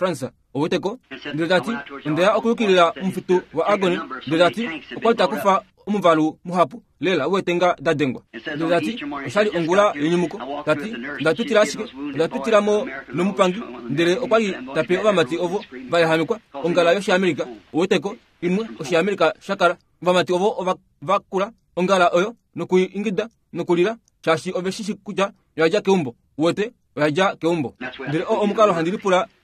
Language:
Kuanyama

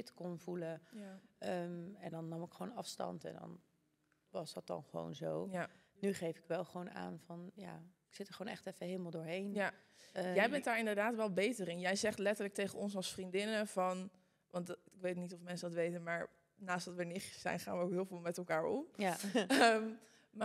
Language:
Dutch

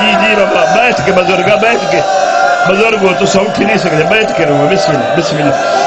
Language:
Saraiki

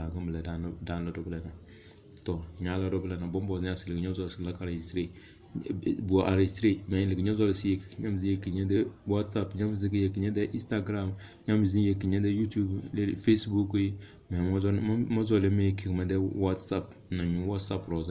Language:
Tem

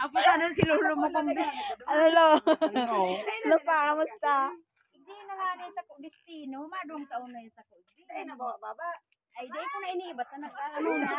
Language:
Bikol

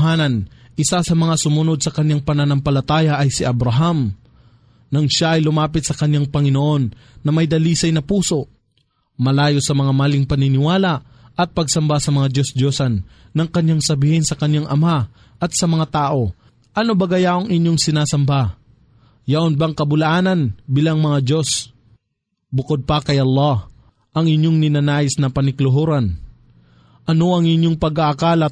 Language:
Filipino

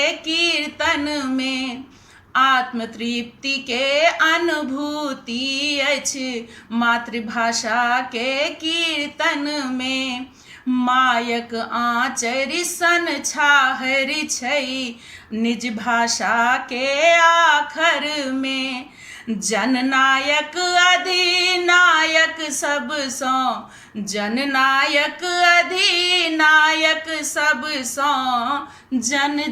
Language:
Maithili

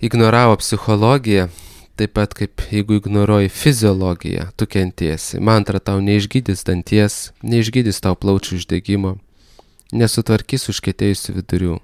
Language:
Lithuanian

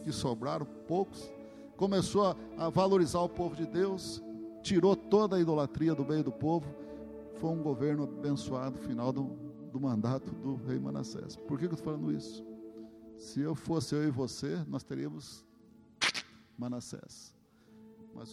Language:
Portuguese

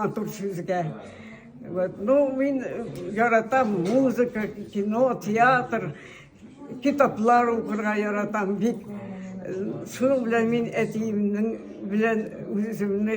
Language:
Tatar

